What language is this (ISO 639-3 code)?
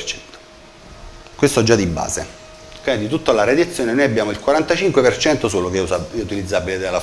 ita